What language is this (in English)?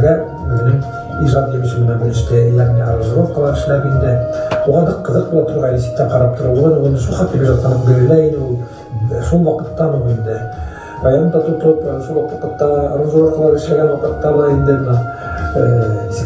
Bashkir